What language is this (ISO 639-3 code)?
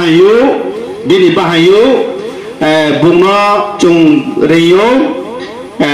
ria